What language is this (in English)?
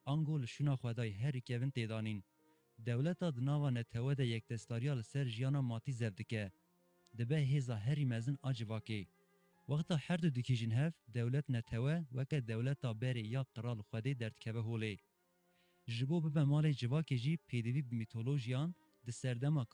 Kurdish